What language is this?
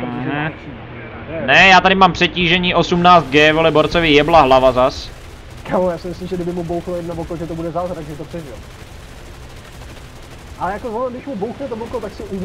Czech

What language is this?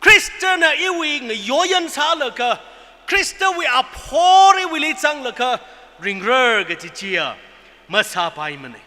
Tangkhul Naga (India)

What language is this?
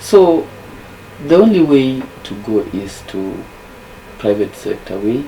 Luo (Kenya and Tanzania)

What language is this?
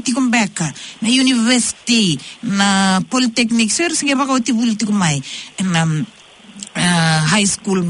Fijian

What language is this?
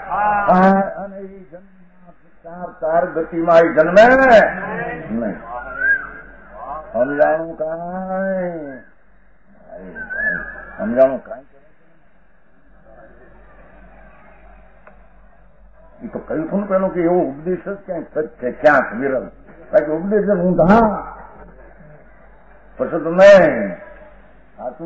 Gujarati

